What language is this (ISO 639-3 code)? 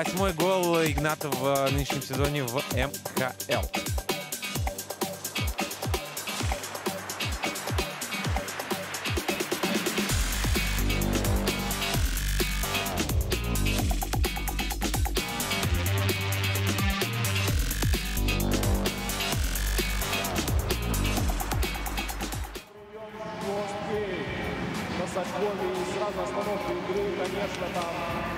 rus